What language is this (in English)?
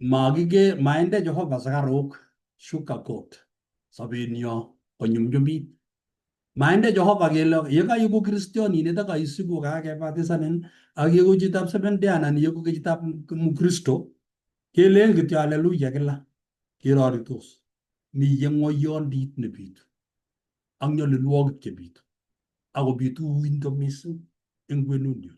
Kalenjin